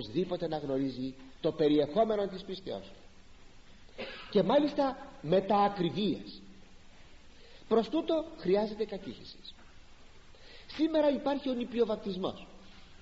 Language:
Greek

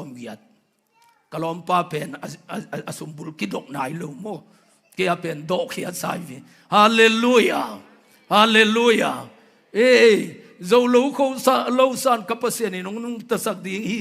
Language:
Tedim Chin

